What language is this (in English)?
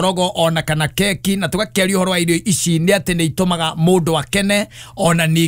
Kikuyu